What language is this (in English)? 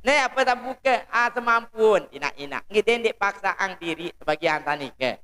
Sasak